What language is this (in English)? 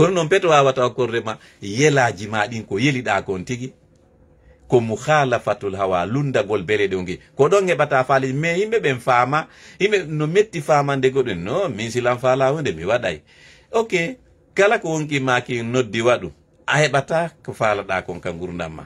Fula